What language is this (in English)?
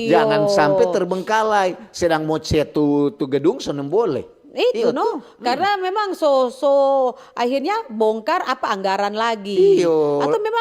Manado Malay